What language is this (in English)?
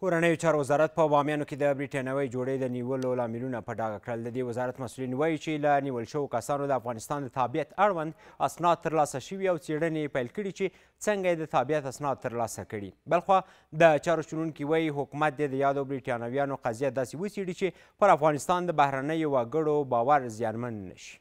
Pashto